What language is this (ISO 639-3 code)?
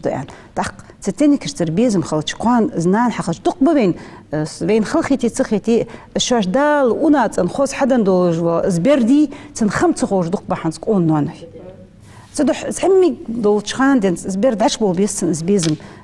inh